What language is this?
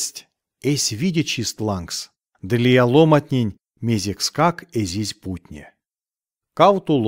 Erzya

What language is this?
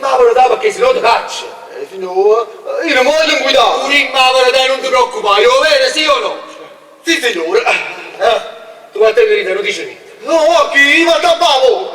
Neapolitan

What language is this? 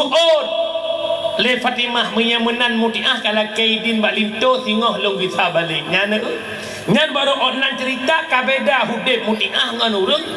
Achinese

